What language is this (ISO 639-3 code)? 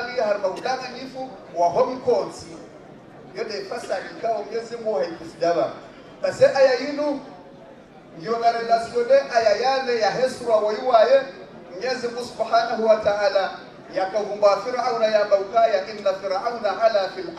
swa